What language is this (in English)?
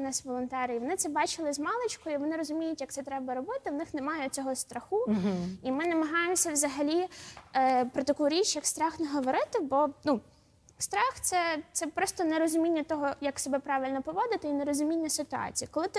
Ukrainian